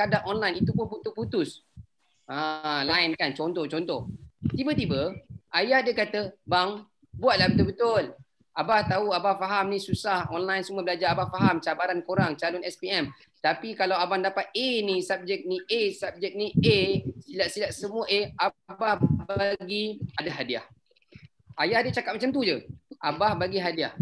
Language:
Malay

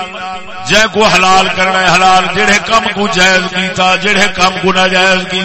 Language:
Saraiki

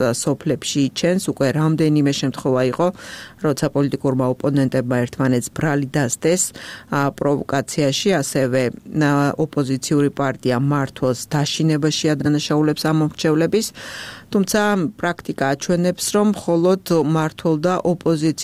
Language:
Georgian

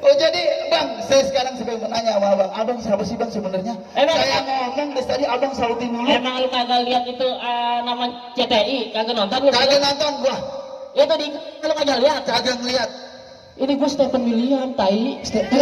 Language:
Betawi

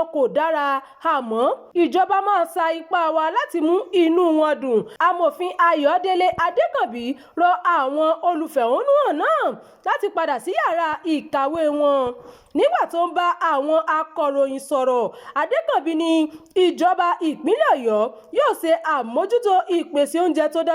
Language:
Yoruba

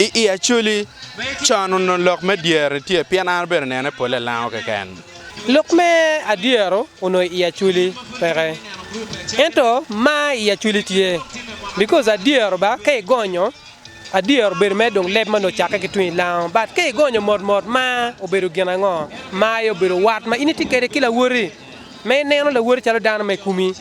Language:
Acoli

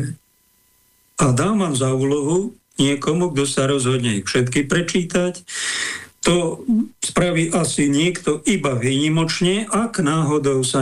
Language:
Slovak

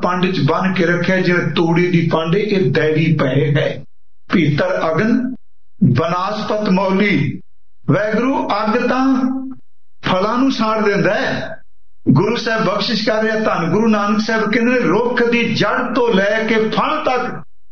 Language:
Punjabi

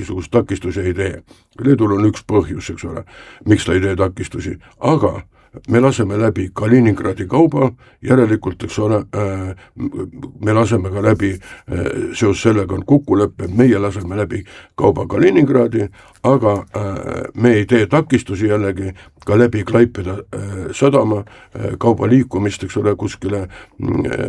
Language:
Estonian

